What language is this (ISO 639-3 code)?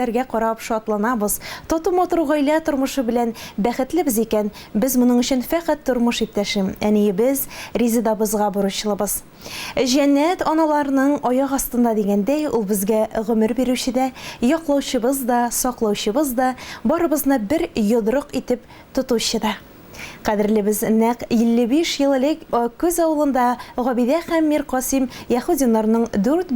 tat